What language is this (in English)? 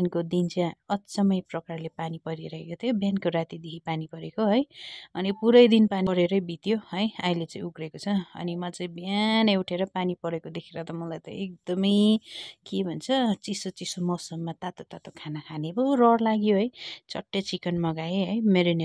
Nepali